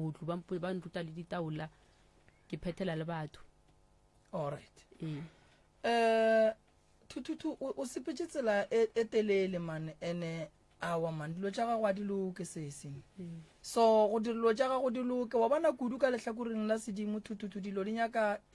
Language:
Northern Sotho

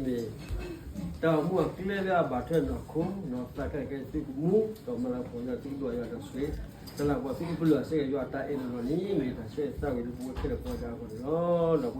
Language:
S'gaw Karen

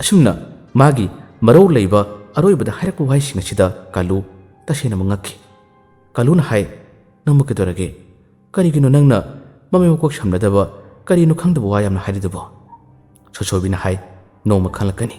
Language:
Manipuri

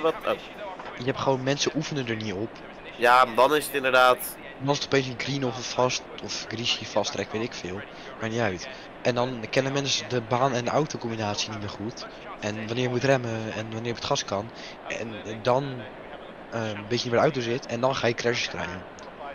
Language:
Dutch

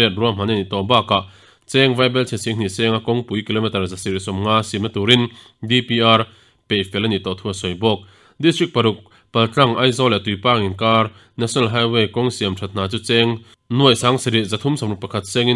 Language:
Mizo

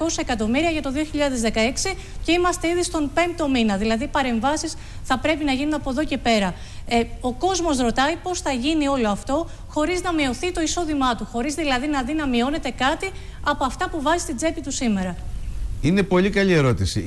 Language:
Greek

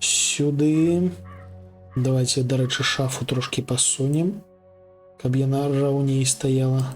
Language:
Belarusian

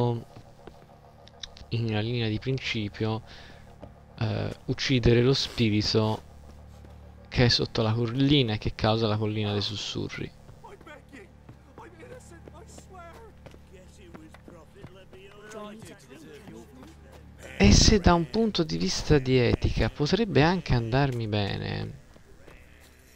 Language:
Italian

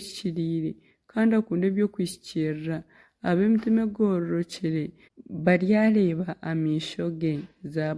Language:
Nyankole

